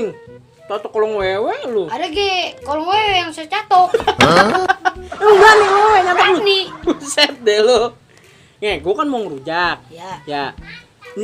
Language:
Betawi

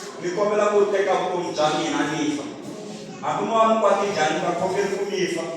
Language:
Tsonga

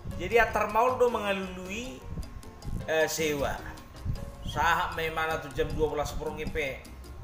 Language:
Batak Toba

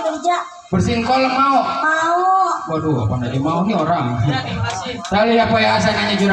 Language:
Betawi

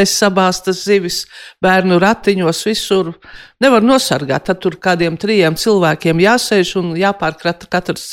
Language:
Latvian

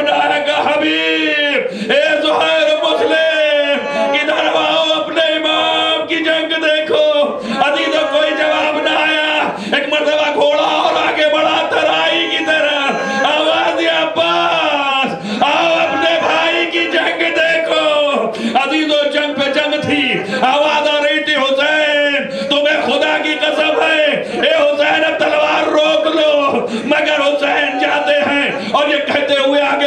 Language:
Urdu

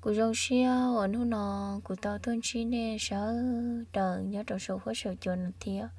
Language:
Hmong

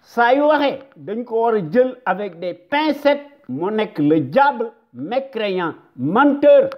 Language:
Wolof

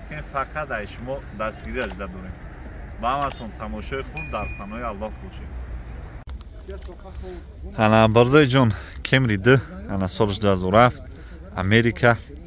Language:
Persian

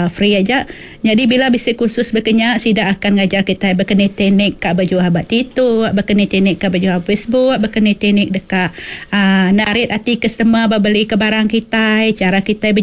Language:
Iban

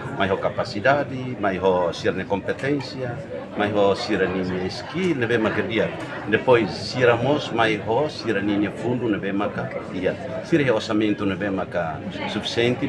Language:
Tetum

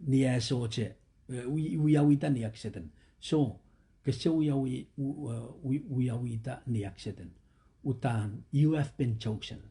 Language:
Pohnpeian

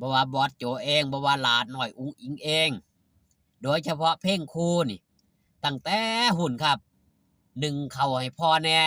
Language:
Northeastern Thai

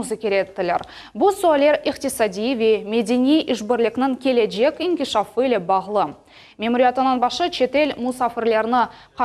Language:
Crimean Tatar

